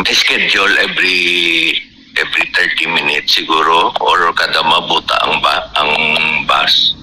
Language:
Hiligaynon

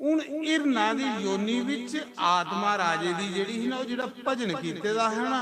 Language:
Dogri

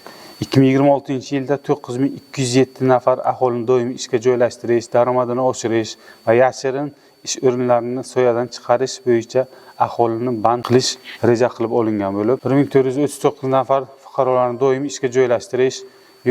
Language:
Uzbek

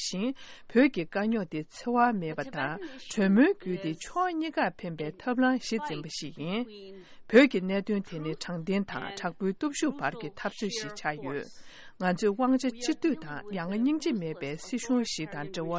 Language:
Tibetan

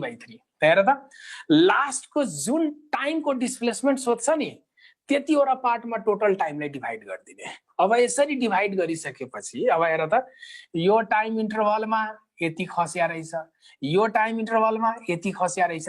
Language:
Nepali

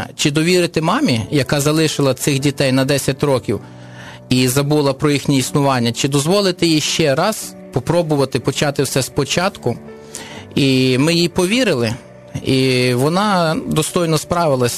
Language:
Ukrainian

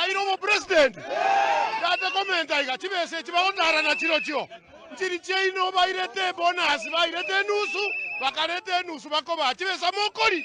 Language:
Gusii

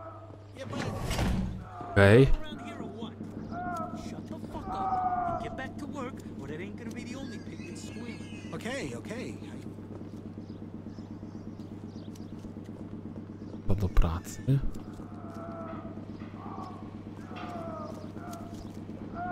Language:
Polish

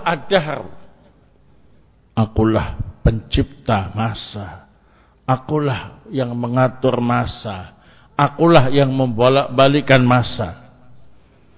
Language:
Indonesian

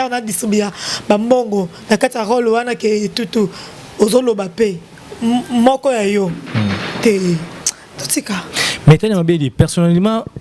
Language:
Lingala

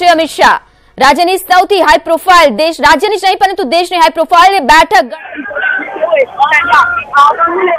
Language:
Gujarati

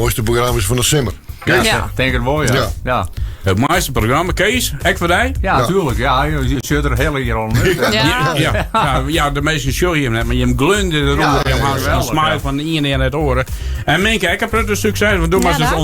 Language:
Western Frisian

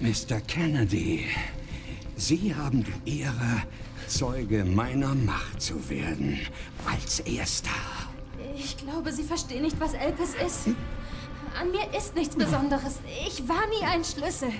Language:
Bavarian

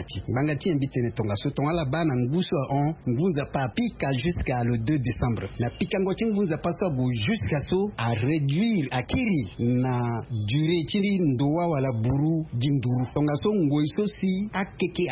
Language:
Sango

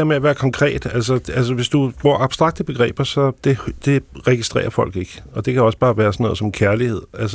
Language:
Danish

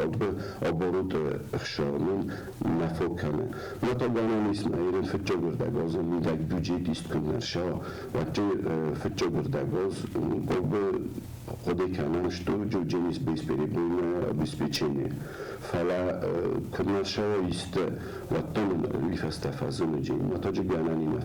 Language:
Ossetic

